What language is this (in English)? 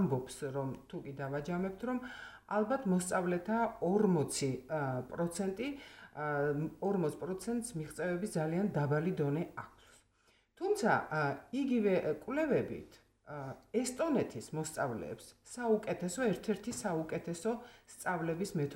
Georgian